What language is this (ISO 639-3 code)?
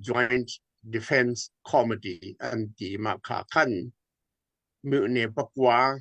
cnh